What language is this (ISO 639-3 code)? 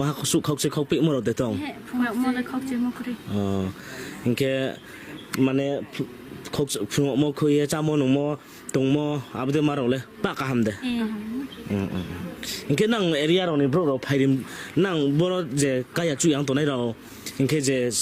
ria